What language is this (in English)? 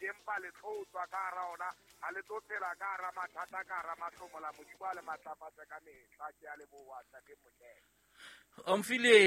Southern Sotho